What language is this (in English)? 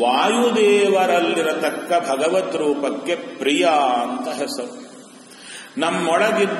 Kannada